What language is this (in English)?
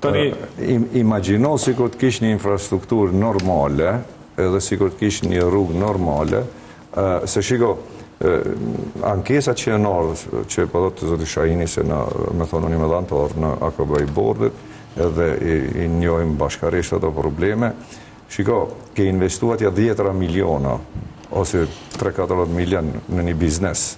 Albanian